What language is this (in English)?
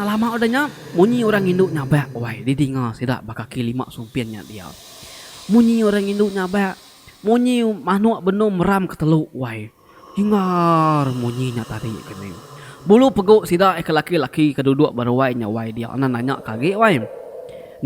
Iban